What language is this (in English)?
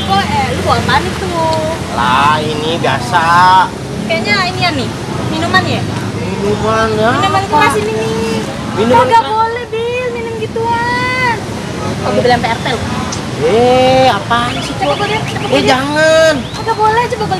Betawi